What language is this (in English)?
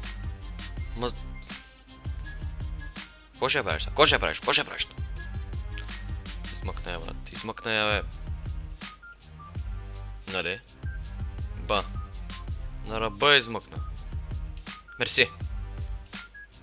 Bulgarian